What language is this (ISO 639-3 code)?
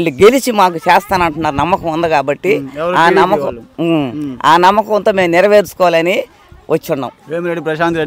tel